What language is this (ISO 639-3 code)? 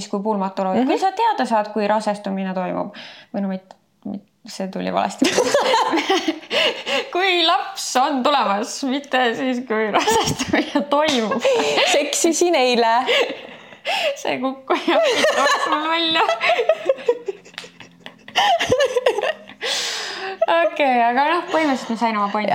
est